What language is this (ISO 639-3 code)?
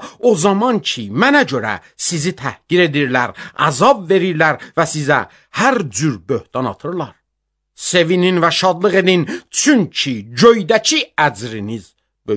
aze